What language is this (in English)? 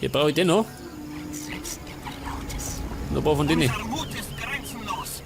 Bavarian